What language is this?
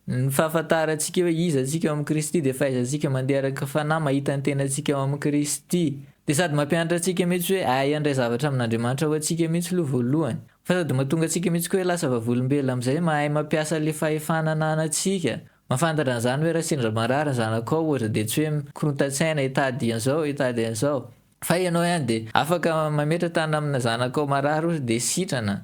Malagasy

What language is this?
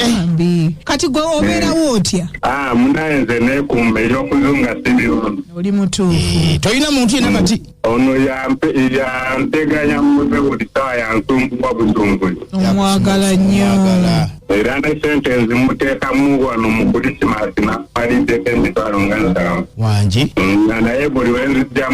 Ganda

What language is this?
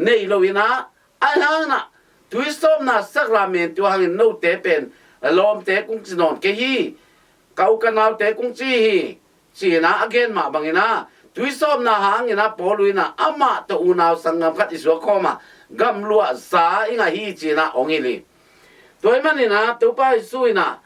Tedim Chin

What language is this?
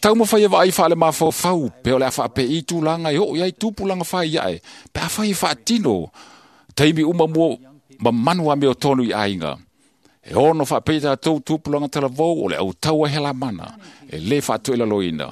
Samoan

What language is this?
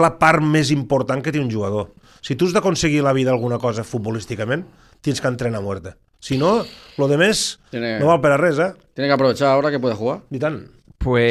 Catalan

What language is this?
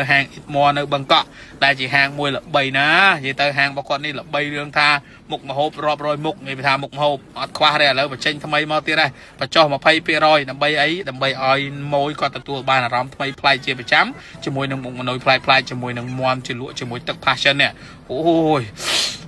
Khmer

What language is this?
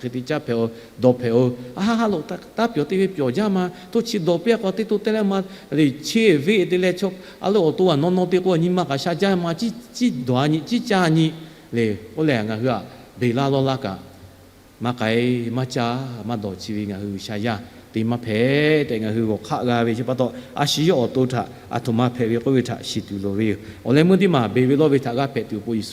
Lahu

